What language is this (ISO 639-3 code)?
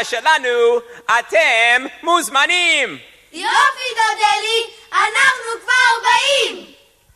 heb